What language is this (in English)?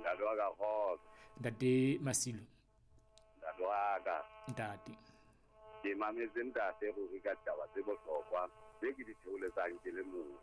Southern Sotho